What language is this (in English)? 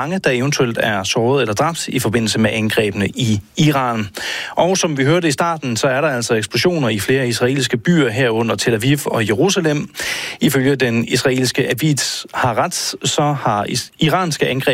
Danish